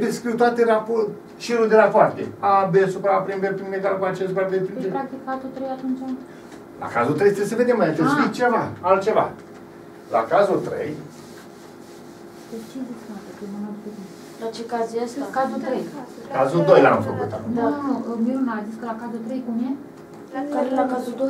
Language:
Romanian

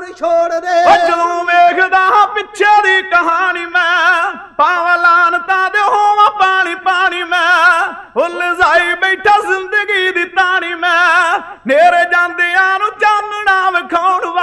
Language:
Punjabi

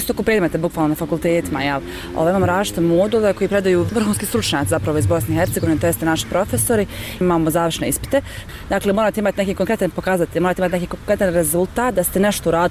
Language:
Bosnian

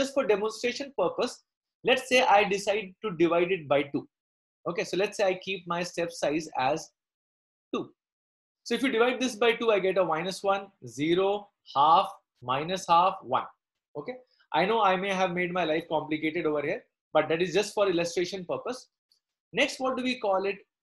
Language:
English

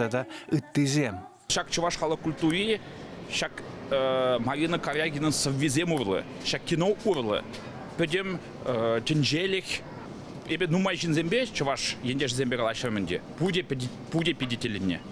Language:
Chuvash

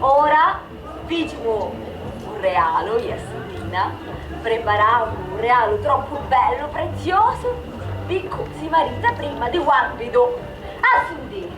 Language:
Sicilian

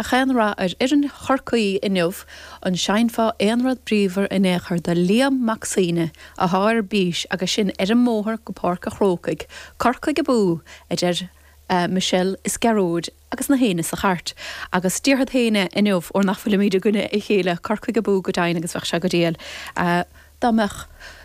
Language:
Irish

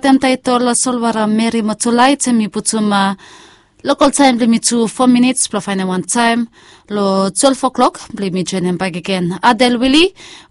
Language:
Bislama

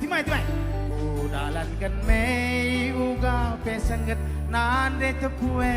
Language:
Batak Karo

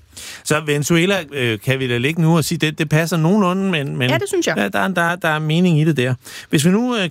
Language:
Danish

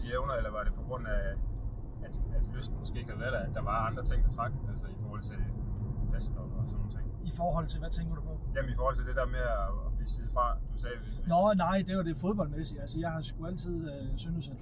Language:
Danish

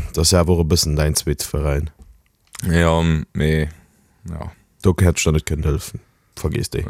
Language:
Luxembourgish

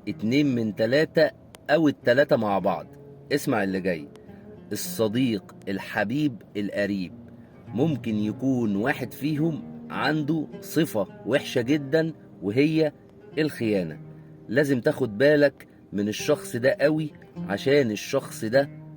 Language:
Egyptian Arabic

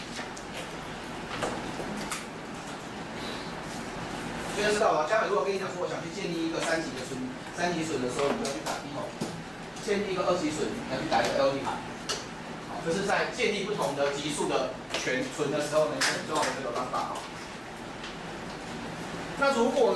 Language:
Chinese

